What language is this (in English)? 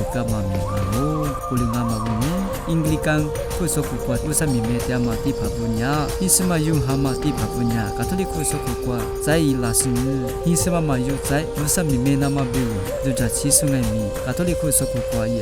Lisu